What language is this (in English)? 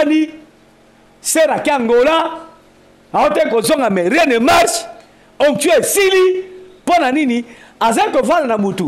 Lingala